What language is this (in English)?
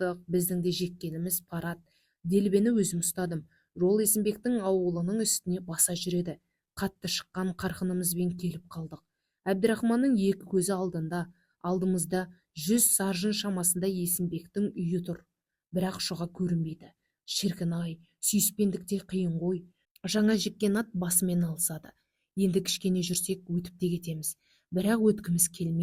Kazakh